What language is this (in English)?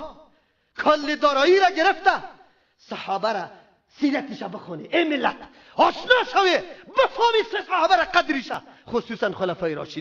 Persian